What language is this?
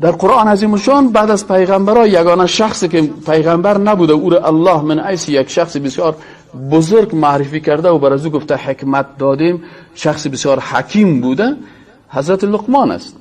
Persian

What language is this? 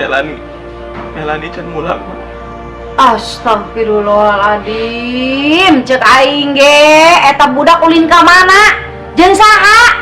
Sundanese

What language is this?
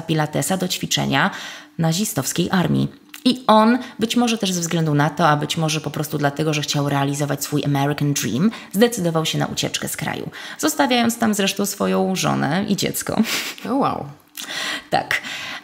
Polish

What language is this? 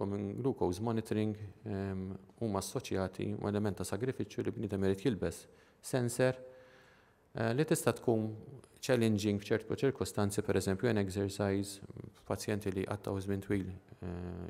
Maltese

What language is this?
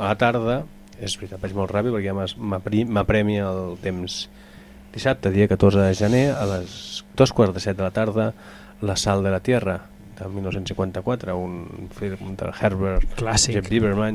Catalan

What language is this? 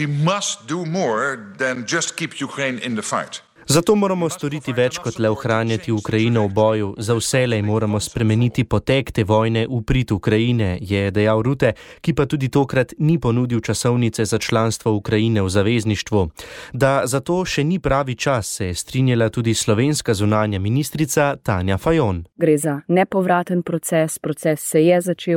Slovenian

